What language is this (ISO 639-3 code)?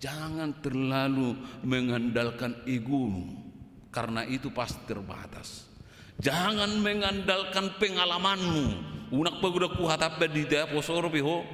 bbc